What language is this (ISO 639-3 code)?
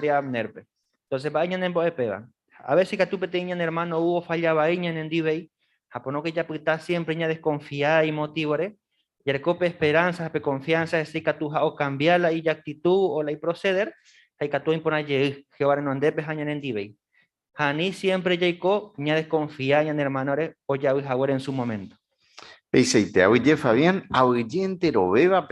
grn